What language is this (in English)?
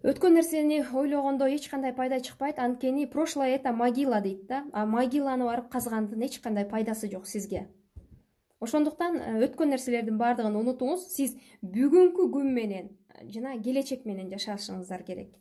Kyrgyz